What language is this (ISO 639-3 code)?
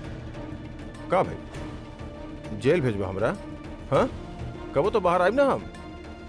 bho